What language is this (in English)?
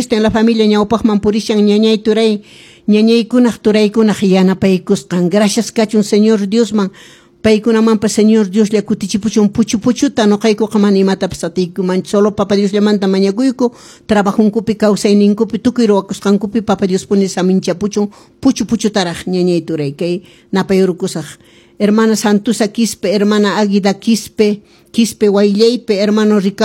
Quechua